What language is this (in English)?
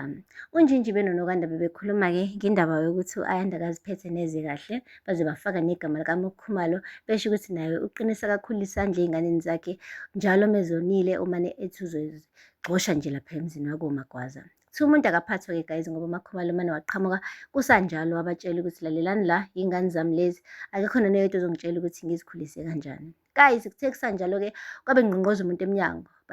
Zulu